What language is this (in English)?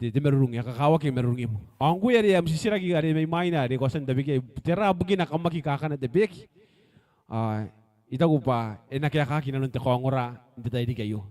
Gilbertese